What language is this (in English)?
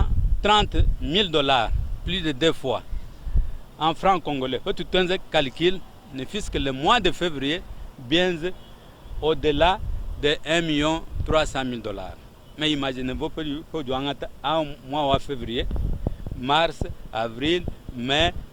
Luba-Lulua